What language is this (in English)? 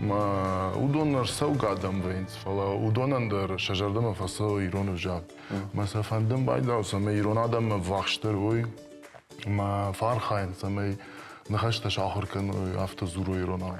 Ossetic